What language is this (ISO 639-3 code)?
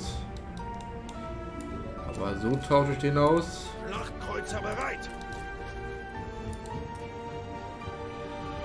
deu